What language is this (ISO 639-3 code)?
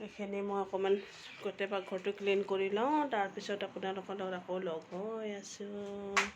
asm